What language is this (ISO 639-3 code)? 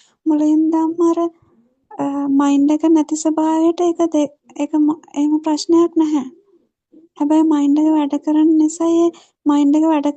sin